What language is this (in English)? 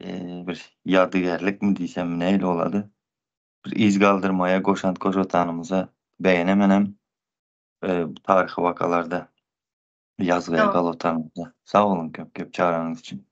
Turkmen